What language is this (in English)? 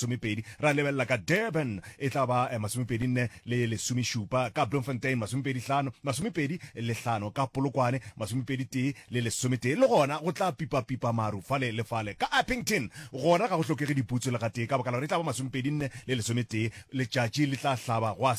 Northern Sotho